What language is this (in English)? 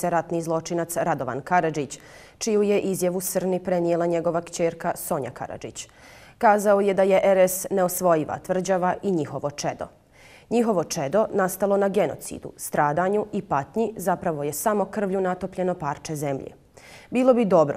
Bosnian